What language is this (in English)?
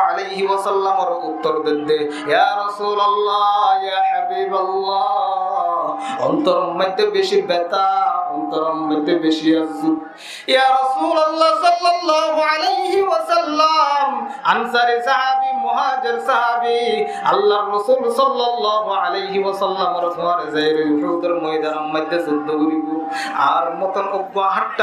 Rohingya